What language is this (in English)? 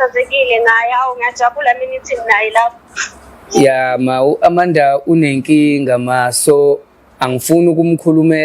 Zulu